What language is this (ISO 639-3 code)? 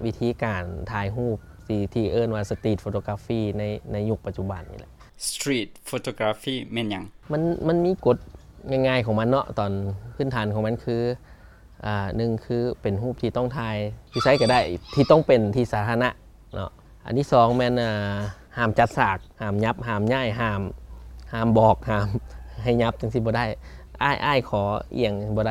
lao